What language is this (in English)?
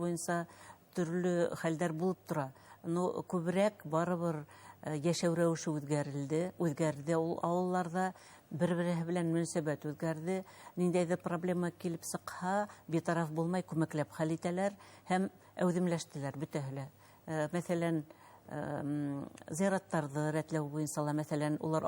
Bashkir